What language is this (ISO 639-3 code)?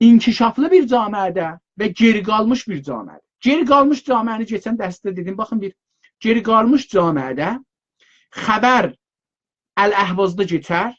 azb